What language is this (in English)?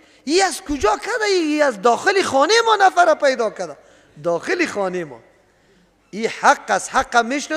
Persian